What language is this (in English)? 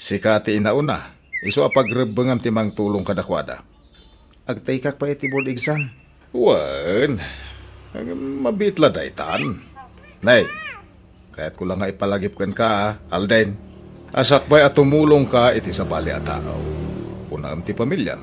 Iloko